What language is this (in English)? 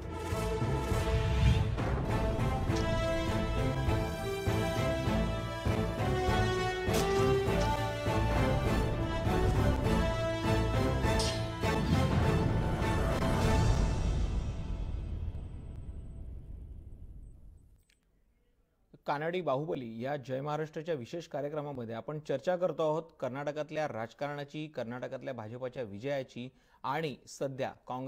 Marathi